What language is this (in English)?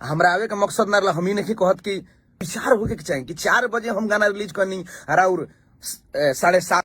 Bhojpuri